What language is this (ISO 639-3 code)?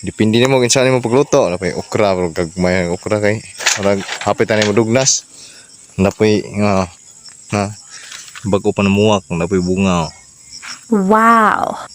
ceb